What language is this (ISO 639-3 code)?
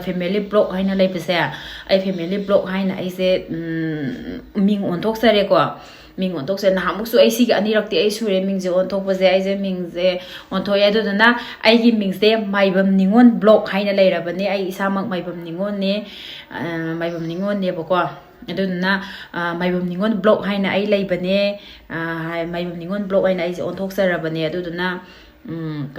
mni